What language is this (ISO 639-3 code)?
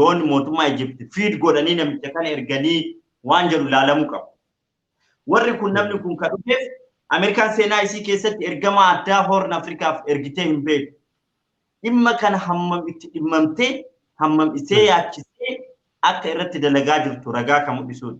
orm